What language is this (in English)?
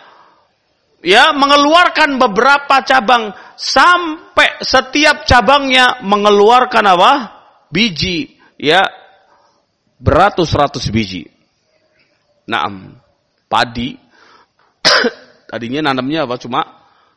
Indonesian